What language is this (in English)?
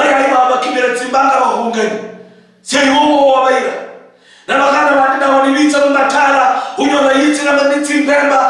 Luyia